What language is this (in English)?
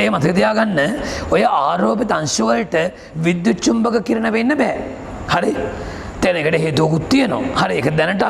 Sinhala